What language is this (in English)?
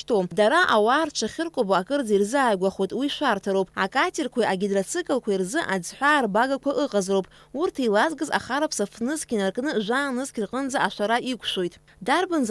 Abkhazian